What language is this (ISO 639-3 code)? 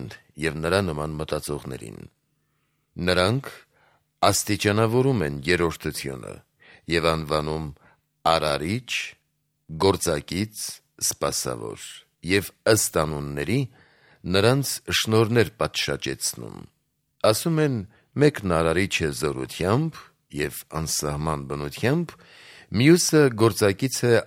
hye